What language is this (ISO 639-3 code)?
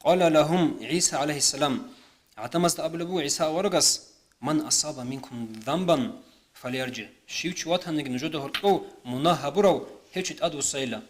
ava